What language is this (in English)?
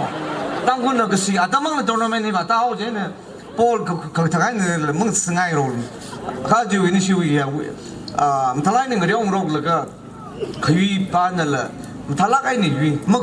Tangkhul Naga (India)